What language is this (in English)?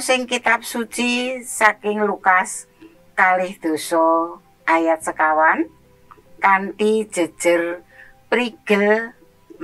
Javanese